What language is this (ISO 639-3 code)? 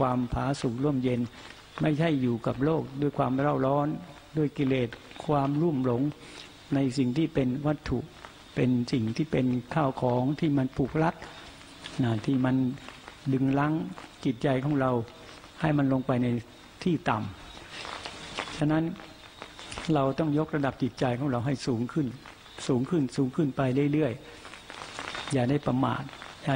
tha